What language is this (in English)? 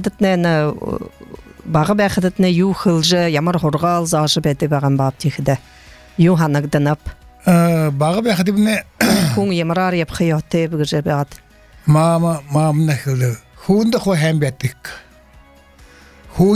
Buriat